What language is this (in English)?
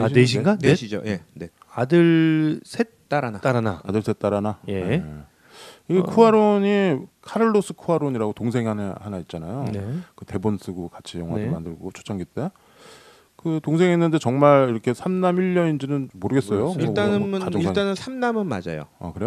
Korean